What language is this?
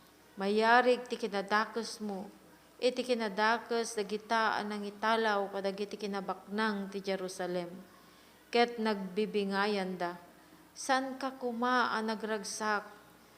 Iloko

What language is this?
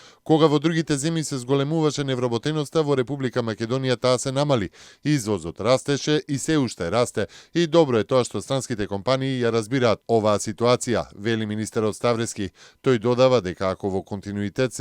Macedonian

